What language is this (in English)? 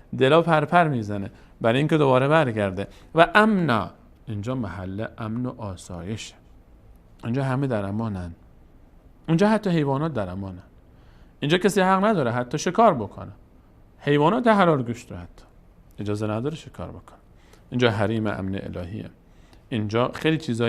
Persian